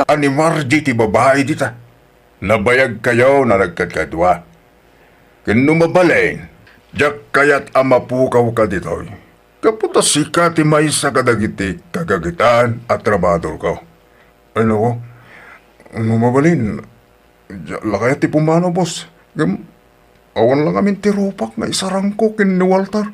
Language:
Iloko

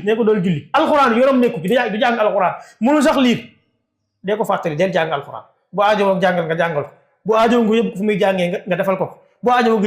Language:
Wolof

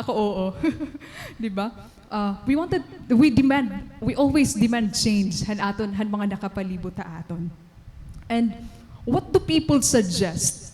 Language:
Waray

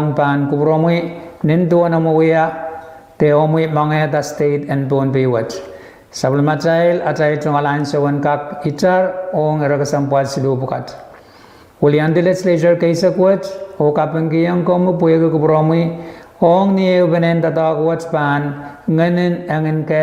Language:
Pohnpeian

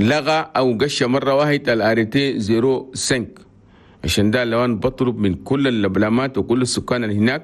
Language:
Chadian Arabic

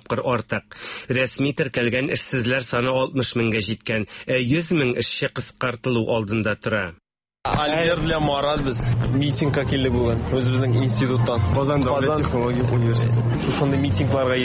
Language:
Tatar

